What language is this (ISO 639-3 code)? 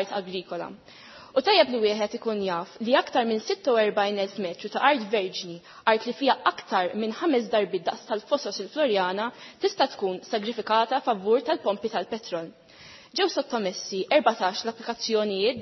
mlt